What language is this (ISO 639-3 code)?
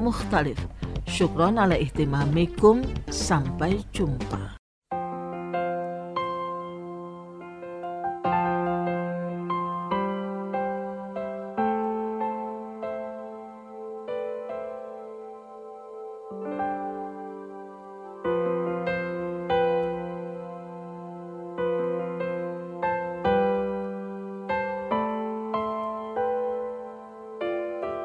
ind